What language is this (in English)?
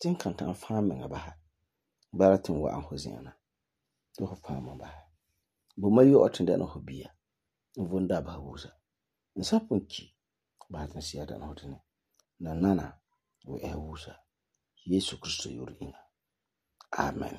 Frafra